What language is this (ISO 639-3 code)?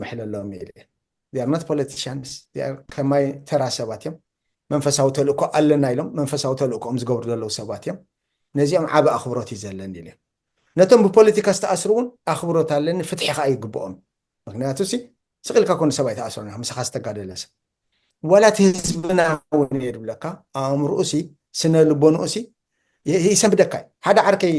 tir